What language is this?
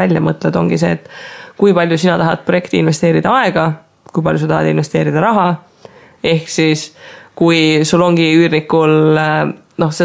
Estonian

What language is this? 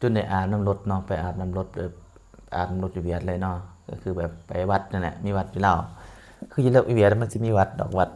Lao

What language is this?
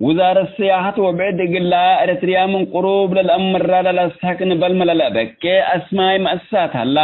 Tigre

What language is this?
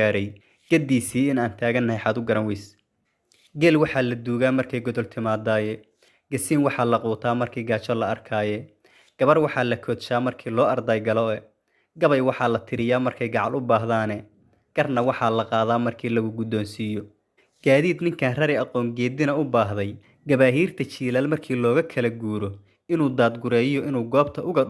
Somali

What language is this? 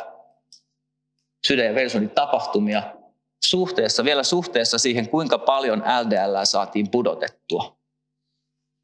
Finnish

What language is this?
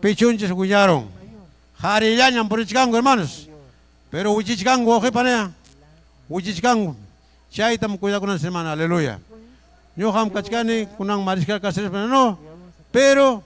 Ayacucho Quechua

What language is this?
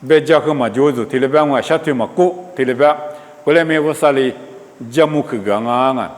Lisu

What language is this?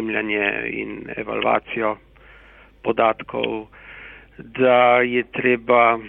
Slovenian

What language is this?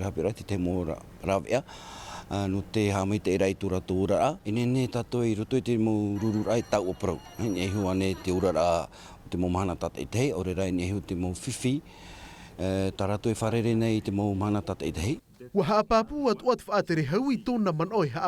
Tahitian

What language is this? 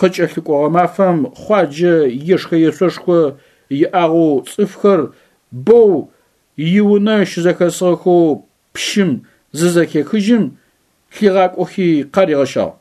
Adyghe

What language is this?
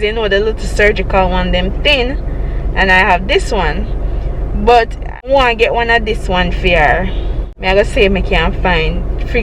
Jamaican Creole English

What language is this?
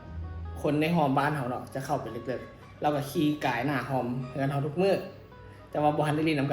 Northeastern Thai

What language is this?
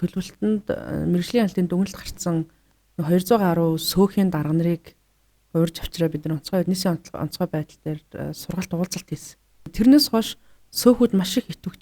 Mongolian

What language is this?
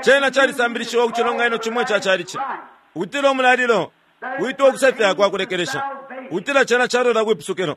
Bemba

